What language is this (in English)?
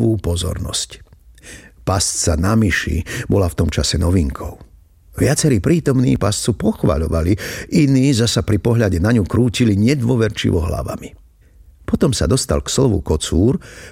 Slovak